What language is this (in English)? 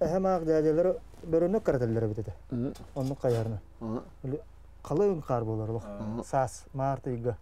Yakut